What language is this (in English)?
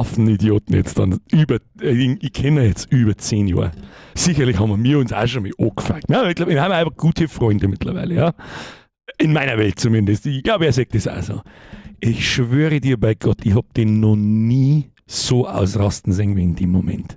Bavarian